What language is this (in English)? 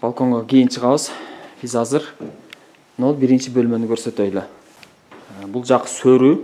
Kyrgyz